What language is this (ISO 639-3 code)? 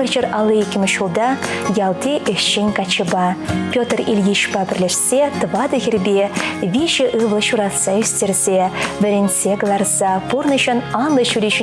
chv